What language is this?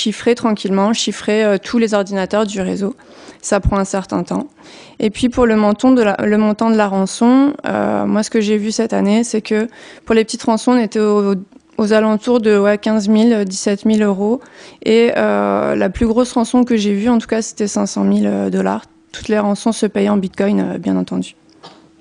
French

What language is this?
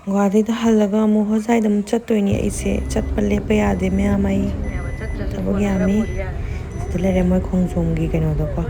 Manipuri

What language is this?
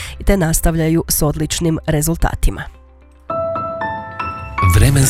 Croatian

